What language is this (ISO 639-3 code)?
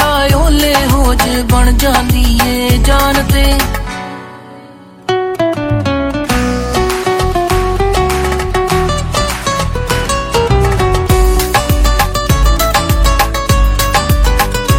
pan